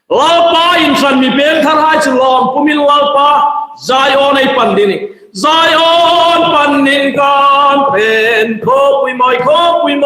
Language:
Hmar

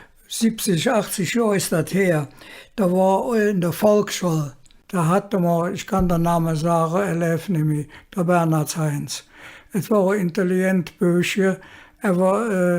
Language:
Colognian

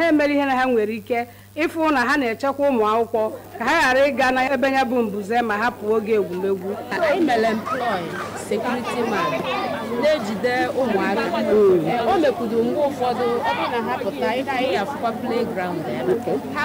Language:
Igbo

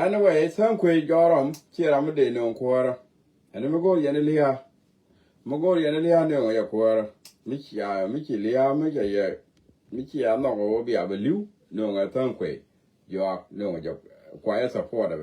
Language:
Nuer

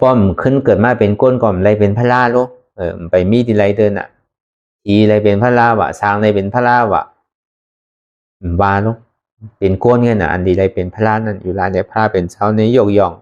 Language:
Shan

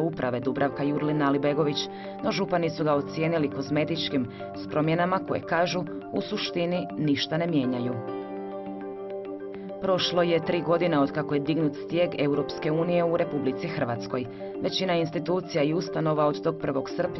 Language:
Croatian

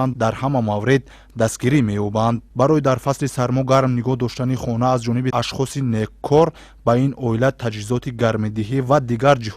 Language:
Tajik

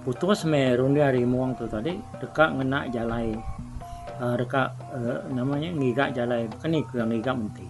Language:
Iban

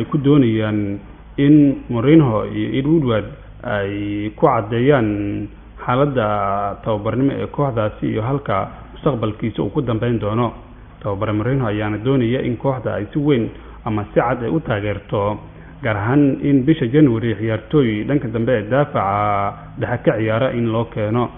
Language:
Somali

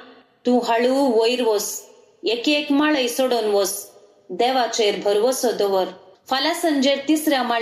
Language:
Konkani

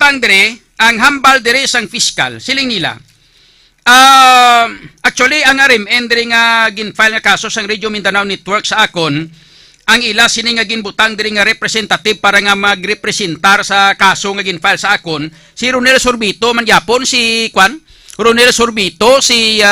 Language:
Hiligaynon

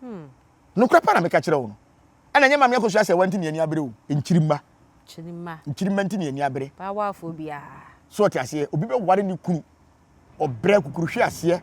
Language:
Akan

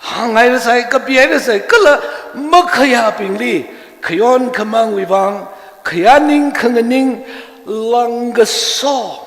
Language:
Tangkhul Naga (India)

